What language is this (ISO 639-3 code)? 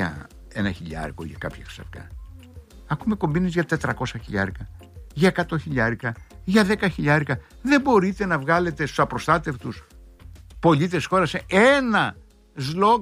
ell